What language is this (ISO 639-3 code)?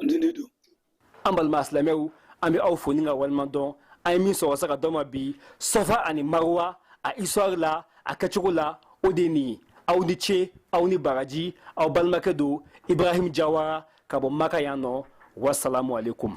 bam